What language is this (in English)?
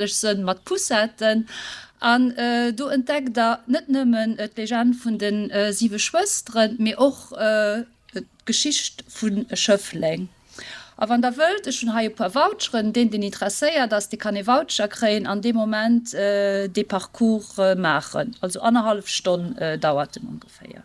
Luxembourgish